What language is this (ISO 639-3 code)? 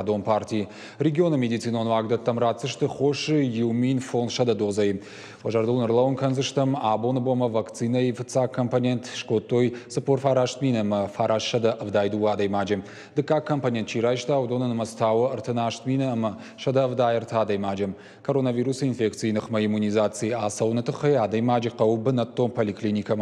oss